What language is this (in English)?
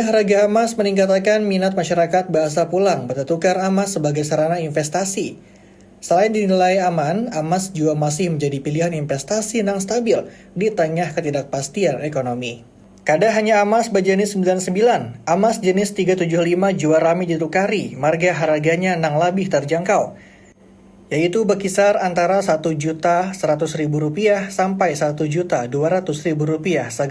Banjar